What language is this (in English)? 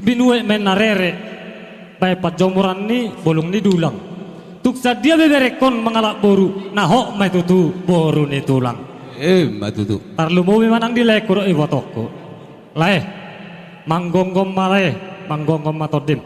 Batak Toba